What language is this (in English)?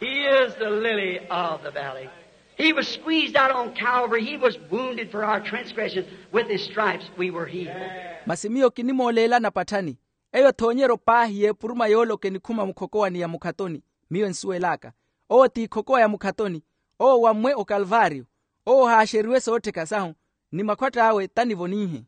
Makhuwa